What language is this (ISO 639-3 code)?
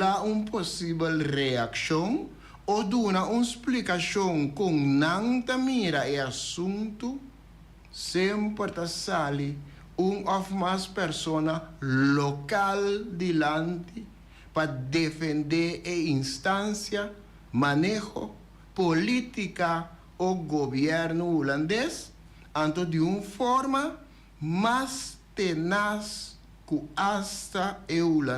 pap